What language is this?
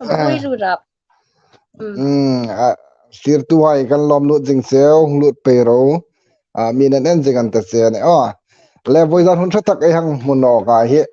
Hmar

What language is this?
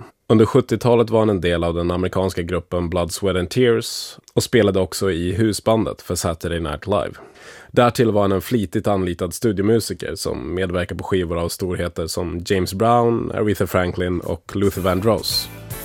Swedish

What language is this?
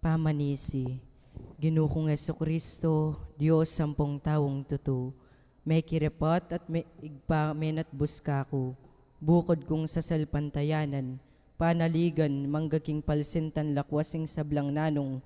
Pampanga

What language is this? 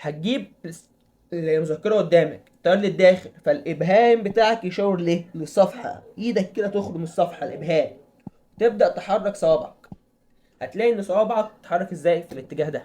Egyptian Arabic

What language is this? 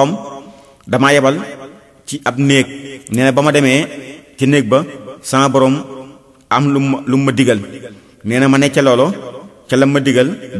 Wolof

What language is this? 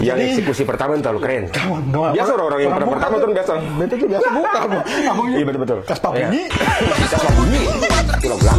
Ambonese Malay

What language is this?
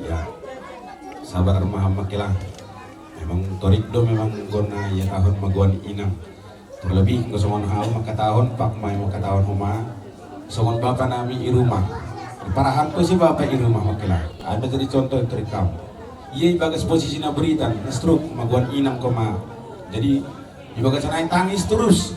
Batak Simalungun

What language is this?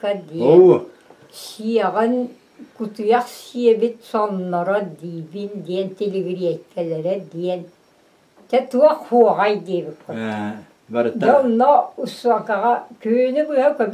Yakut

